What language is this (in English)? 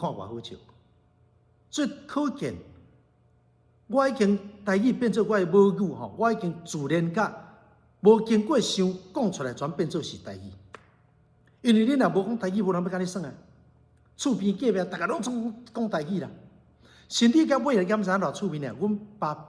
Min Nan Chinese